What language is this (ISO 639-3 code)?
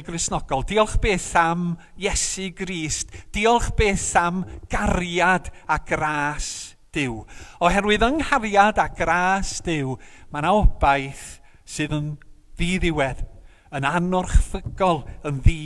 cym